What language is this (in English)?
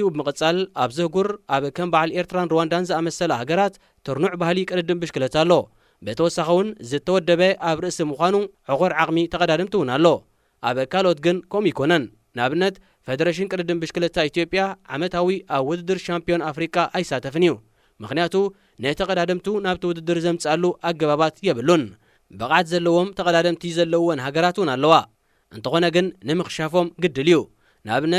Tigrinya